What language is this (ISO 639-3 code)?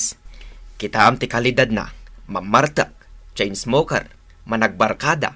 ilo